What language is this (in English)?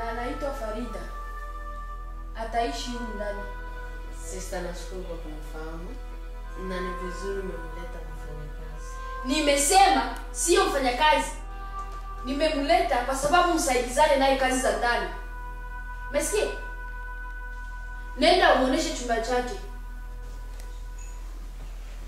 Swahili